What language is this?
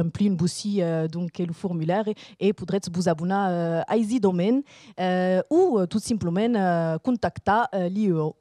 Occitan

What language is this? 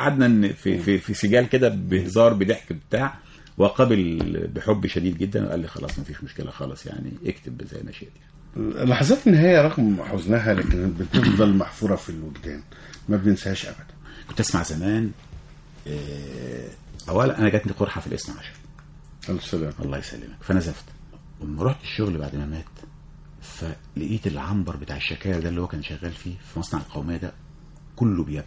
Egyptian Arabic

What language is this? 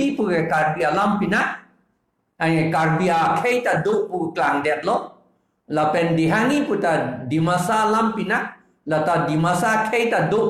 Karbi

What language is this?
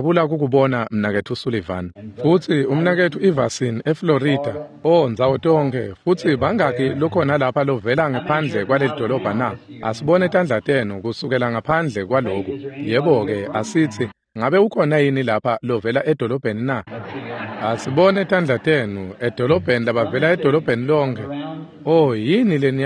Swati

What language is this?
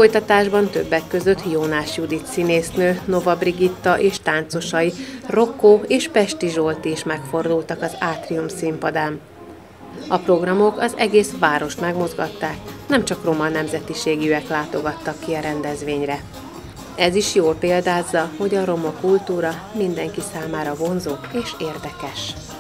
Hungarian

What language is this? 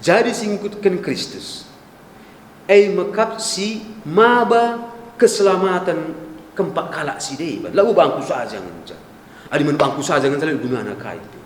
Batak Karo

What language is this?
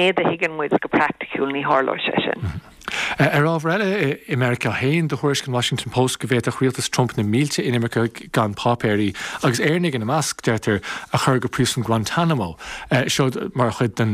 Irish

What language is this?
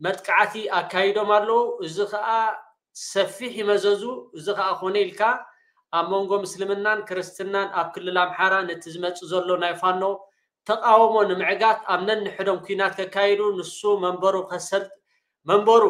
Tigrinya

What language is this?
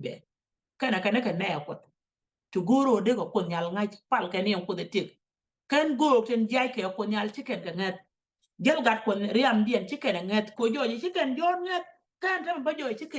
Nuer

